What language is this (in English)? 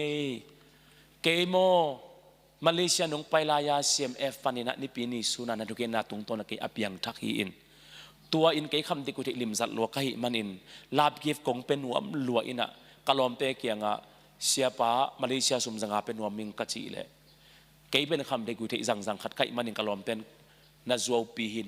Tedim Chin